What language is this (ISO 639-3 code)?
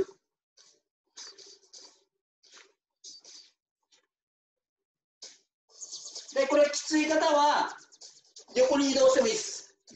jpn